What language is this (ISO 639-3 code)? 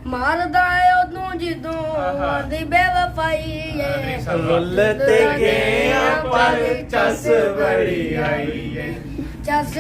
phr